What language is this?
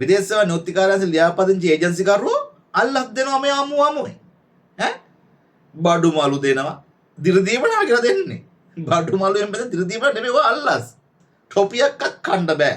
Sinhala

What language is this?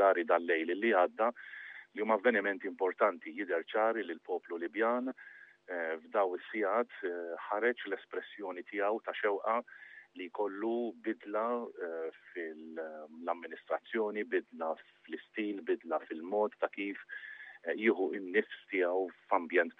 Maltese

